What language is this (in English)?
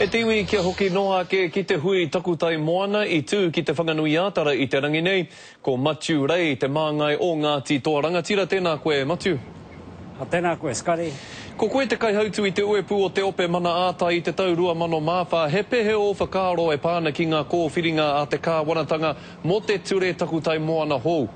Māori